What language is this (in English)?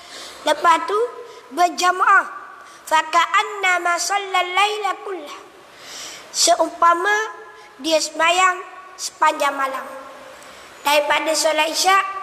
Malay